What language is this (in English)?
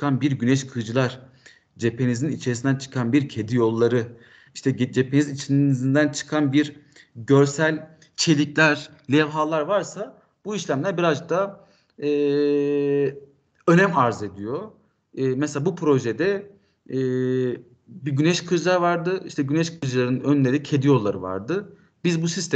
Turkish